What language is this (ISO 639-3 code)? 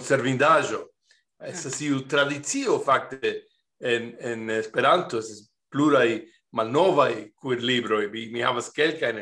epo